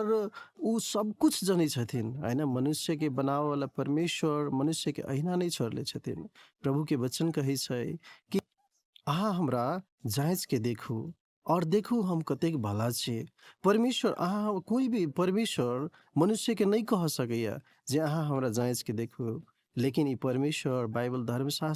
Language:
Maithili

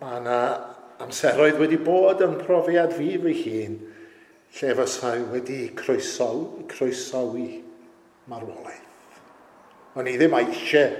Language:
Welsh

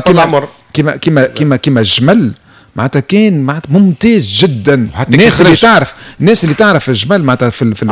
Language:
Tunisian Arabic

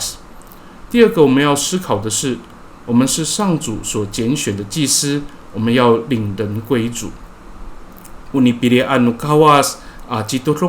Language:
Amis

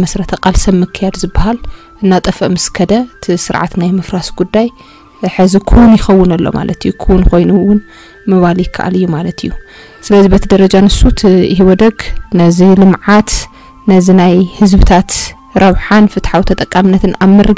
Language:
Tigrinya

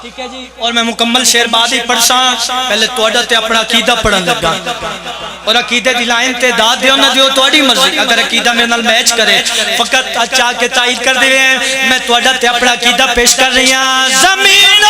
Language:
Pahari-Potwari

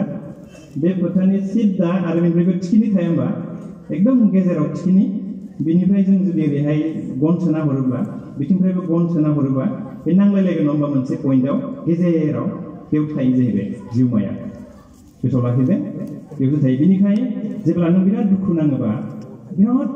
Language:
Bodo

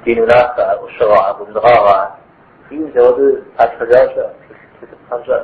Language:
Kabardian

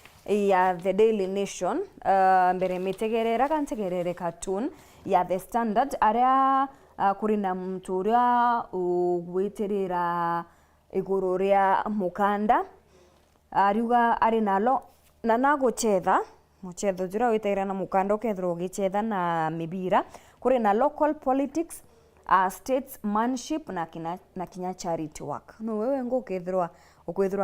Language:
Meru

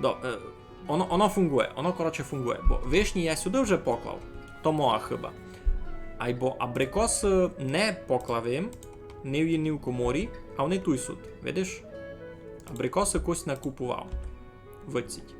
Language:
Rusyn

